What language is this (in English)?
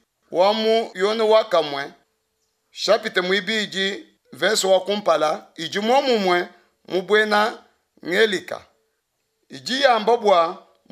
Luba-Lulua